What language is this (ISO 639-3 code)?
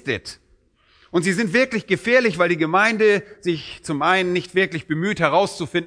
deu